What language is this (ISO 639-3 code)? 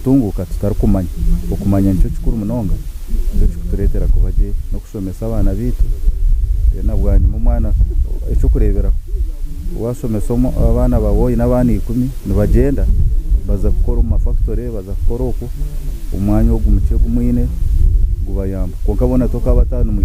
nyn